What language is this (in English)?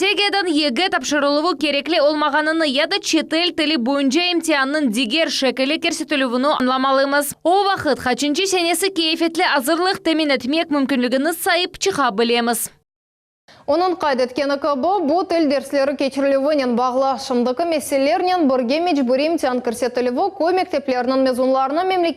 Crimean Tatar